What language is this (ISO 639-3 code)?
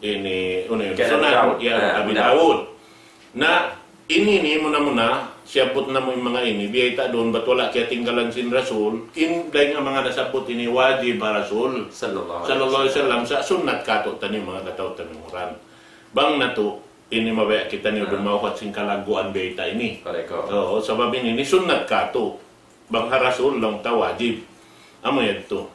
tsg